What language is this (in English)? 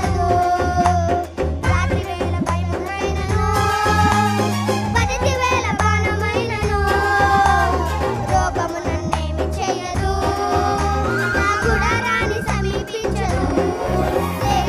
Telugu